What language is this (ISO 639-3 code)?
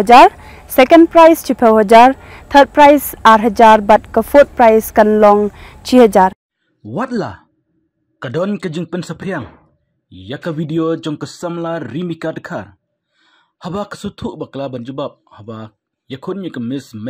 kha